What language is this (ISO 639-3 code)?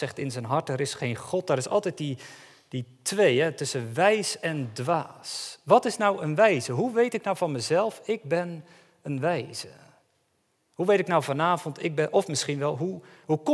nld